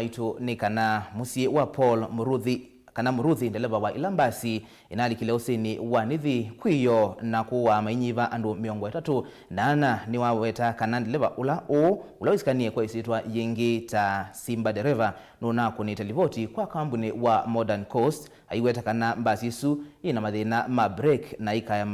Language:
Kamba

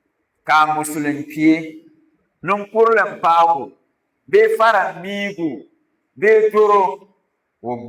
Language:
Dagbani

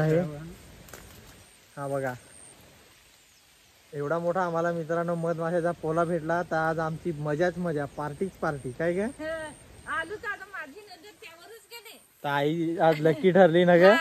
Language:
Marathi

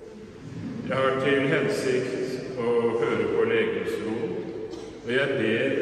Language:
Norwegian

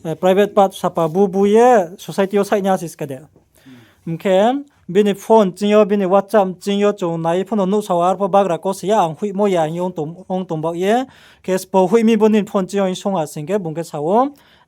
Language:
Riang (India)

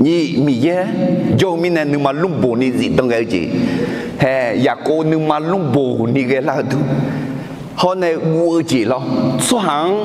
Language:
Akha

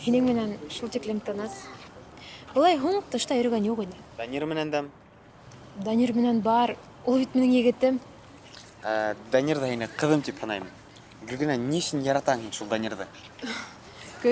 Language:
Bashkir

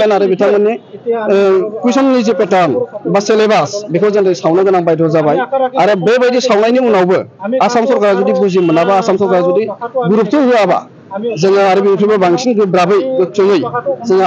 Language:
Bodo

